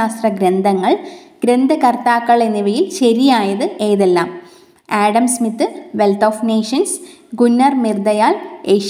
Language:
Malayalam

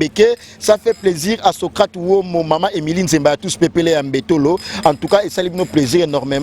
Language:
Lingala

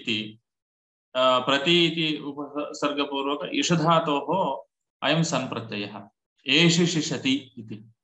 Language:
Sanskrit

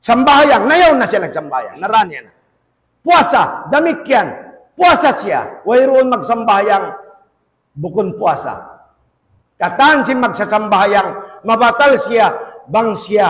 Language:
Tausug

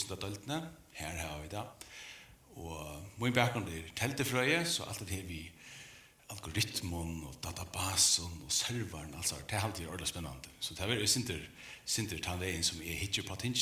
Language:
Faroese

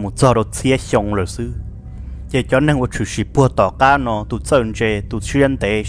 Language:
Hmong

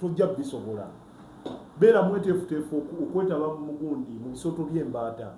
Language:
Ganda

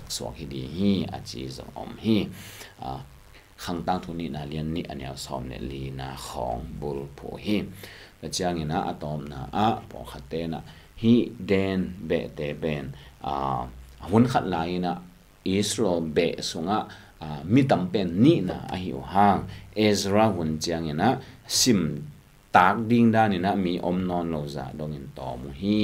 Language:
Tedim Chin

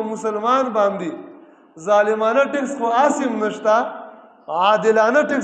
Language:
Pashto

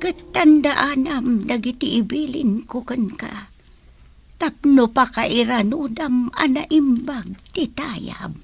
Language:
Iloko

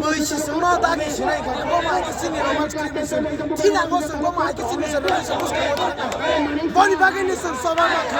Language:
Riang (India)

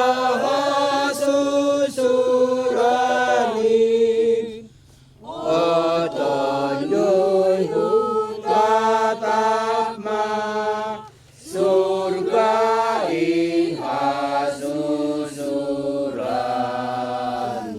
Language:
Batak Simalungun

